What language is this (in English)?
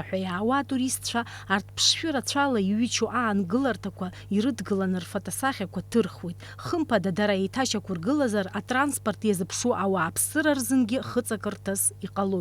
Abkhazian